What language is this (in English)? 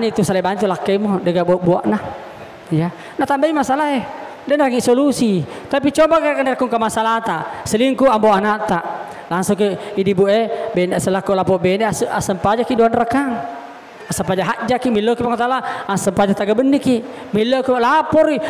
Buginese